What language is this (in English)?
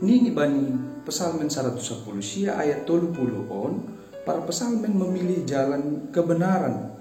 Batak Simalungun